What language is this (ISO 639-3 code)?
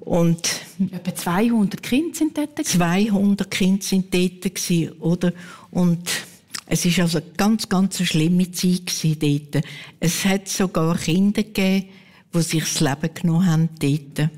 gsw